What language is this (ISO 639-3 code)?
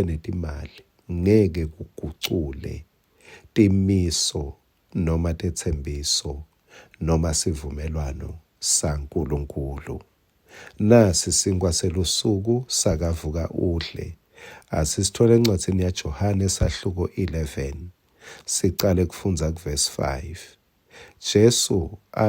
ssw